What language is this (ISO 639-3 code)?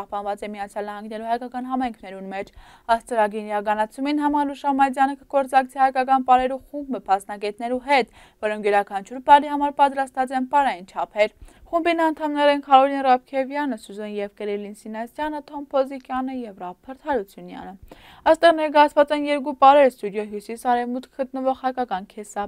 hye